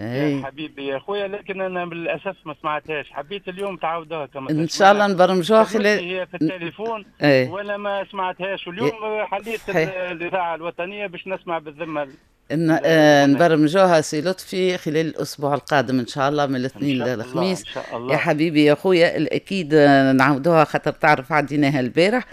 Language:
Tunisian Arabic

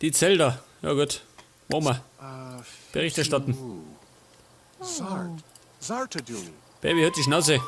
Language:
Bavarian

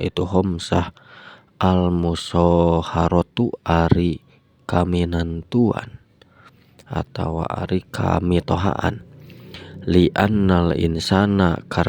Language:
Sundanese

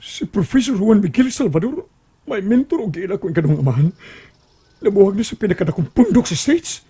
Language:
Cebuano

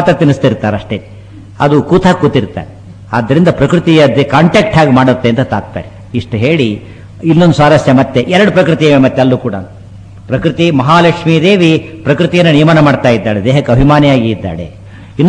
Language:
Kannada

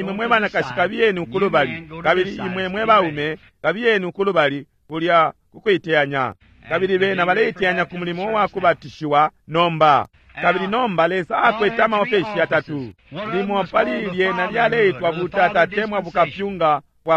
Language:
Bemba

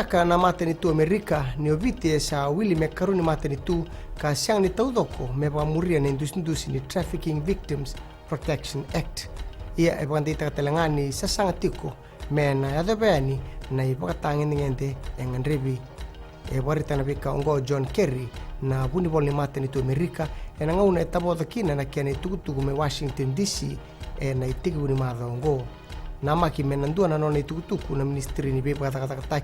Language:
Fijian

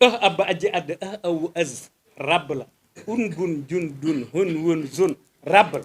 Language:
Wolof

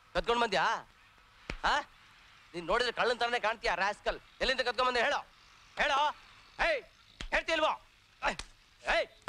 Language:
Kannada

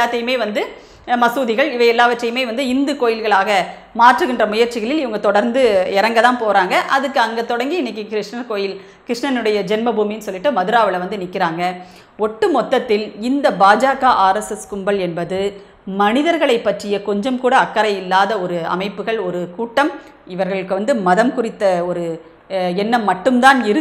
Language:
Tamil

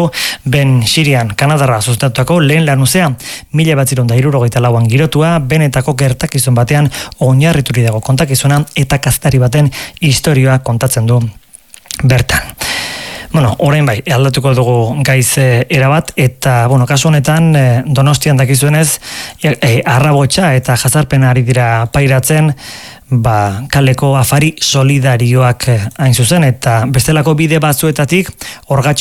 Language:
Basque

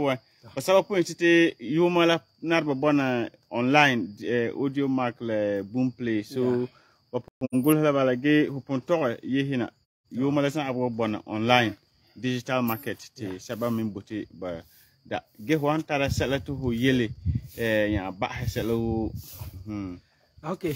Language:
Frafra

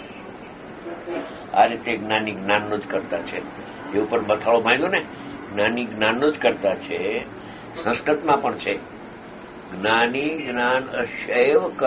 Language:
Gujarati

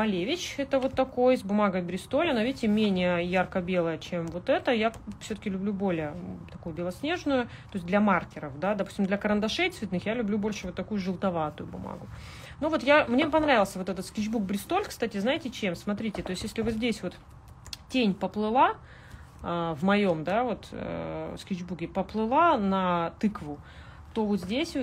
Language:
Russian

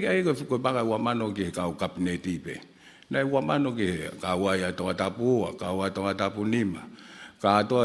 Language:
Tongan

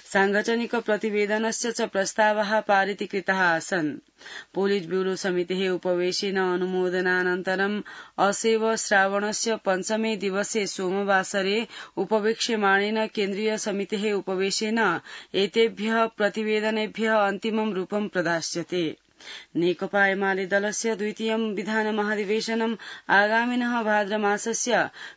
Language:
Sanskrit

